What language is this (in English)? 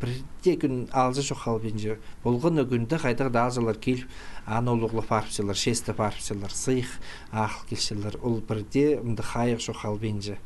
Khakas